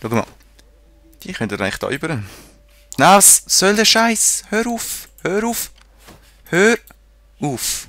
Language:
Swiss German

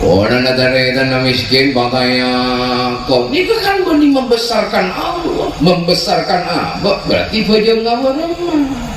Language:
Madurese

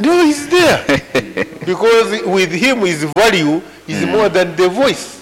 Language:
Nyankole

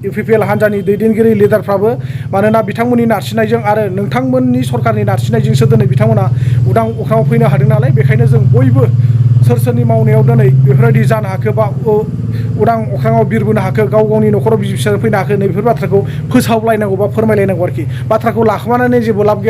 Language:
Bodo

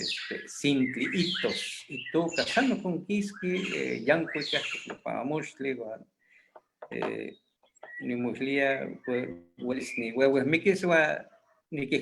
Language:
Eastern Huasteca Nahuatl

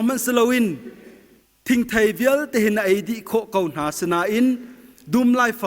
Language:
Hakha Chin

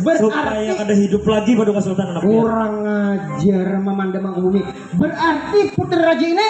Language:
Banjar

